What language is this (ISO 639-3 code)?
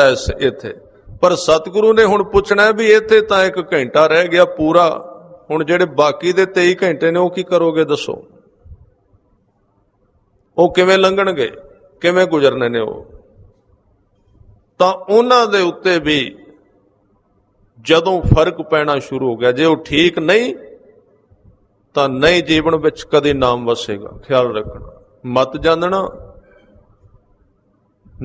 pan